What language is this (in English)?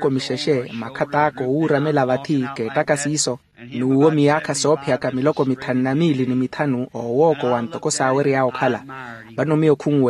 Makhuwa